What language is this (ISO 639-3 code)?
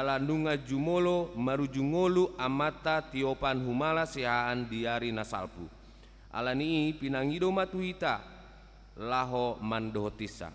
bbc